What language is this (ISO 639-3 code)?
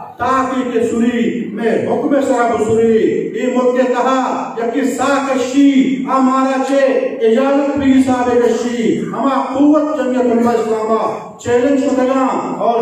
bgp